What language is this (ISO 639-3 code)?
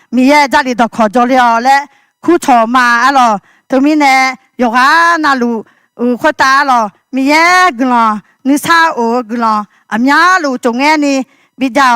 ahk